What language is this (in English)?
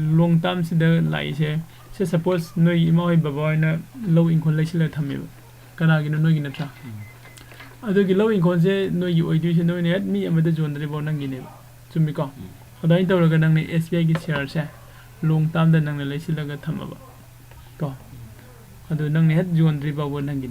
Manipuri